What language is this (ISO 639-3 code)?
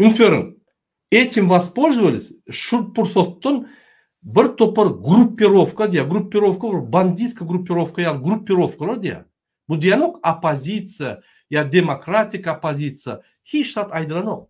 tuk